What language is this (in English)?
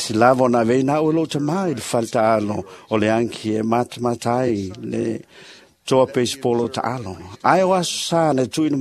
Samoan